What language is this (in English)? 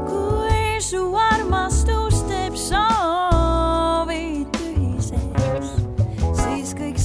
Estonian